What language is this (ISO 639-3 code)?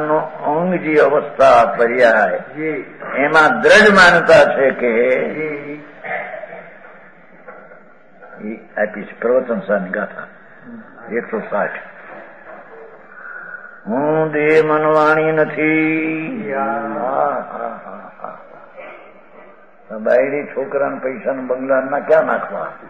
guj